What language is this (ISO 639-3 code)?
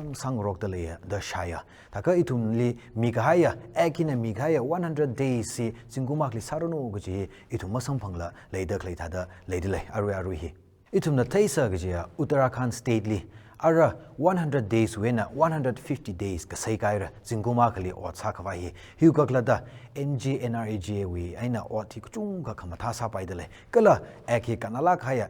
nmf